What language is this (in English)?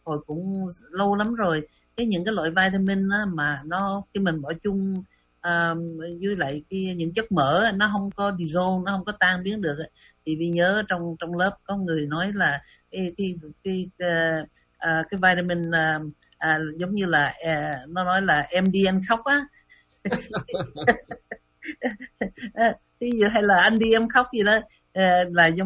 Vietnamese